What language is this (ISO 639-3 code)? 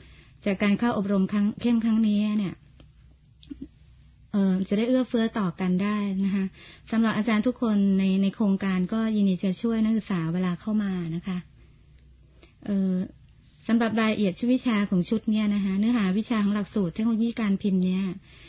tha